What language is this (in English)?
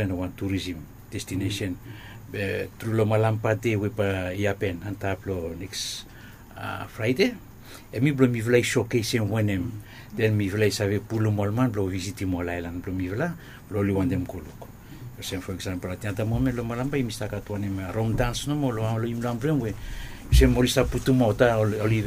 Bislama